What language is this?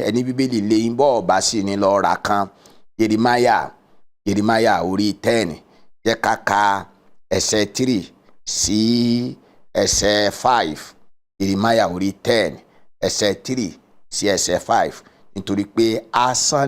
Yoruba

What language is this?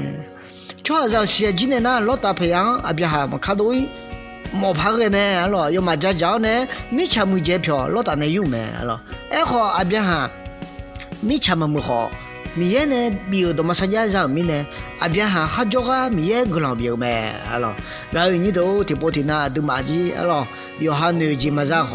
Akha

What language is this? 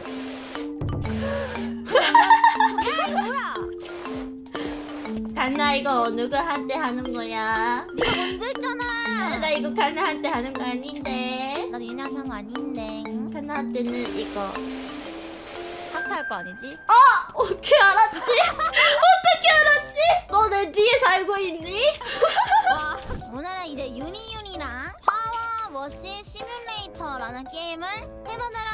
Korean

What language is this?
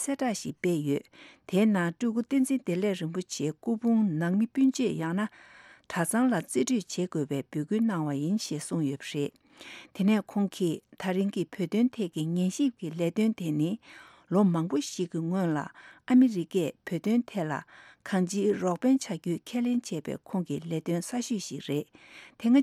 Tibetan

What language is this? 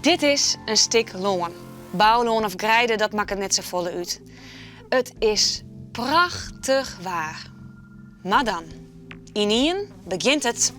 Western Frisian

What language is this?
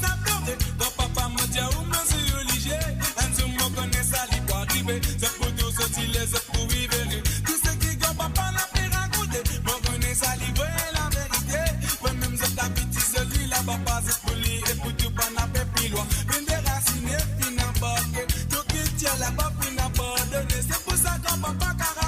Morisyen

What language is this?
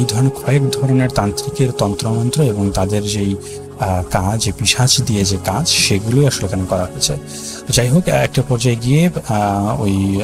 Bangla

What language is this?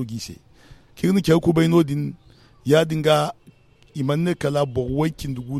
Zarma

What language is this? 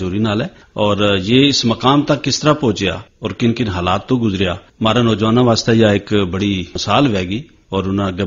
Gujari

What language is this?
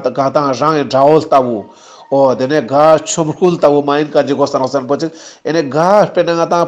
Ladakhi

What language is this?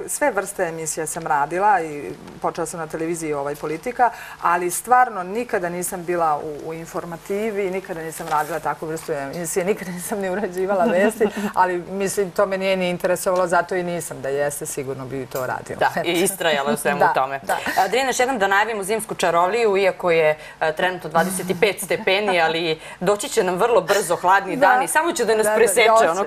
Serbian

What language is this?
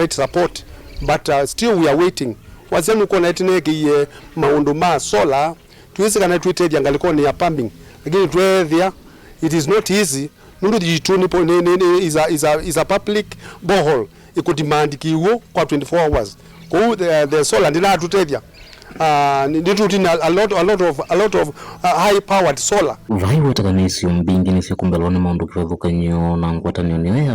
Kamba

